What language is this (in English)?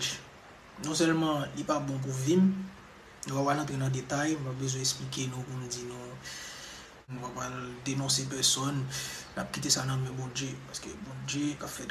Haitian Creole